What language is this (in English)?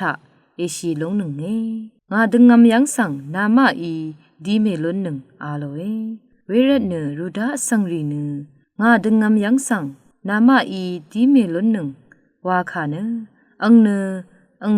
Rawang